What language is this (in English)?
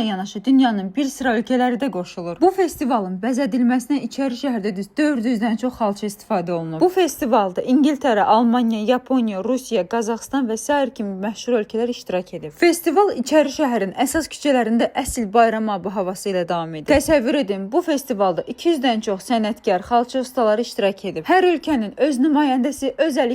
Azerbaijani